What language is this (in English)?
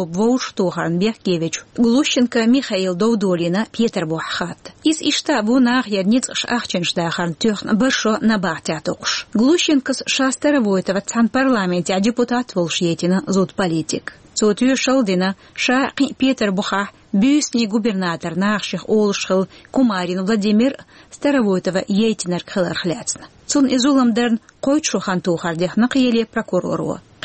Chechen